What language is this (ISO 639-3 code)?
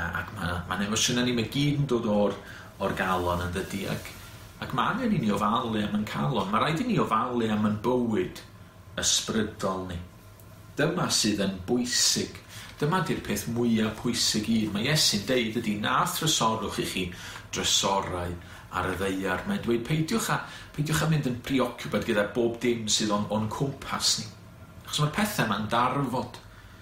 cym